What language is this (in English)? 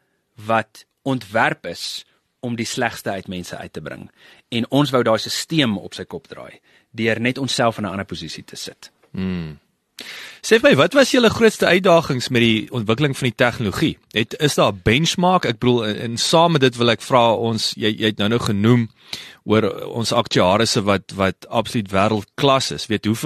Afrikaans